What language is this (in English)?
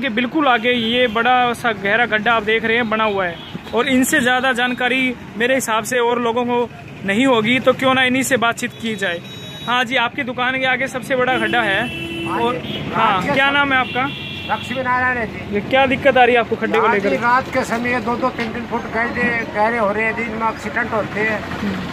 Hindi